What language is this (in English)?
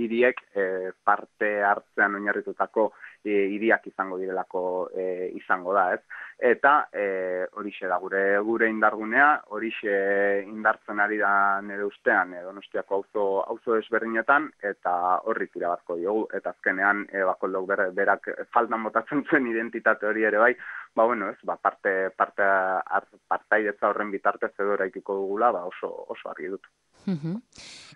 Basque